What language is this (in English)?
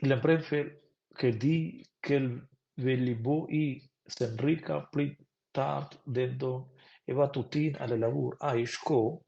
Romansh